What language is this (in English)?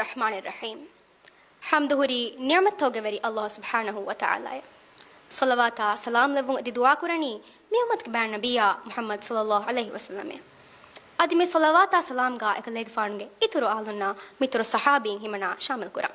Divehi